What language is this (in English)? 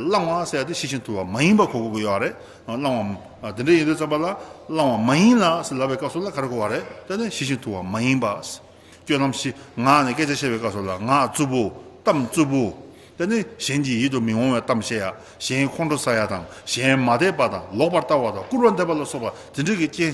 Tibetan